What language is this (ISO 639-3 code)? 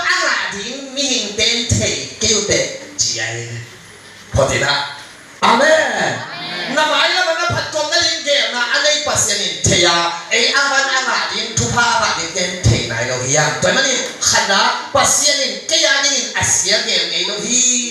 ctd